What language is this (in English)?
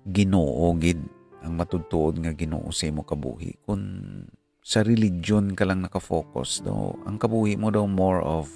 Hiligaynon